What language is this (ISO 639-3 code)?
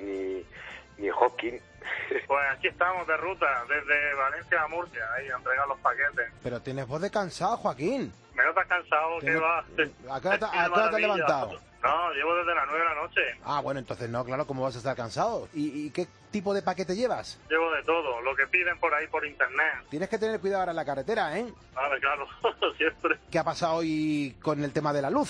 spa